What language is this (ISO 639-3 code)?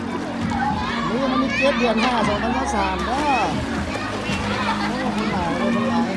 lao